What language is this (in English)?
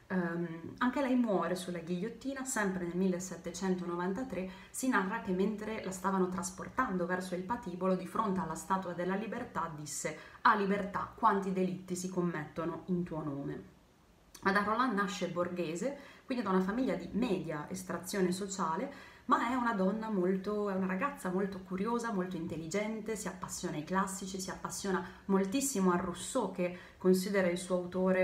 Italian